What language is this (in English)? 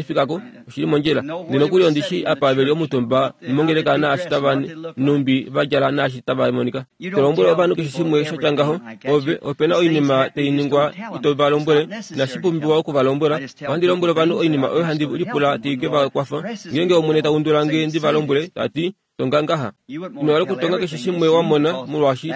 Kuanyama